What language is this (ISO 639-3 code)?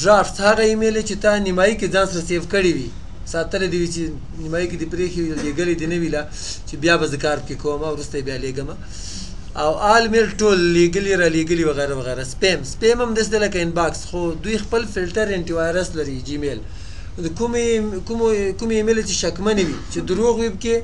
pus